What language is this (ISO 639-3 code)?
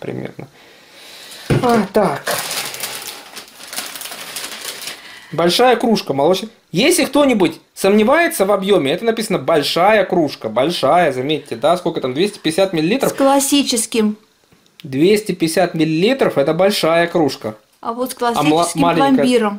rus